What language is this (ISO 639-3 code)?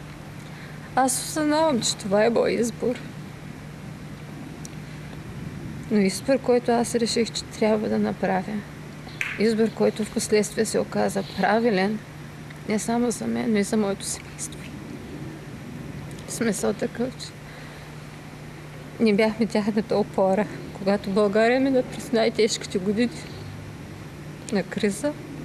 bul